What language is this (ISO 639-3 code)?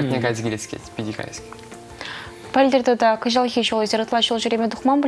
chv